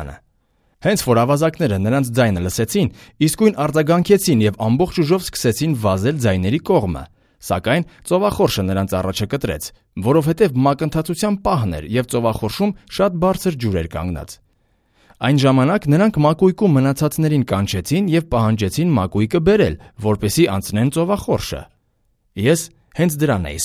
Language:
Armenian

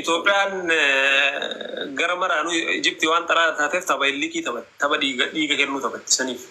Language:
Oromo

